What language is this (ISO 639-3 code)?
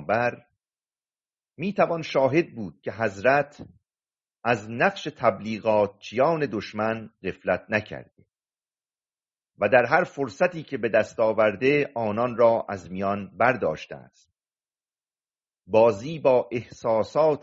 fas